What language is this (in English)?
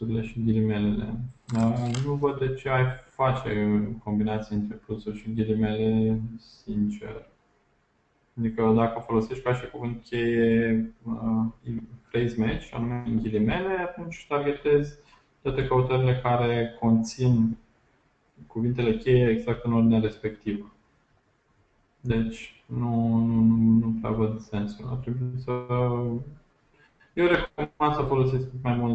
Romanian